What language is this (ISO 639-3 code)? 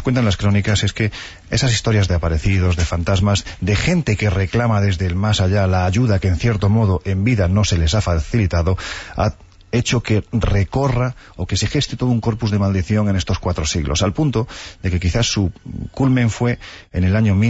spa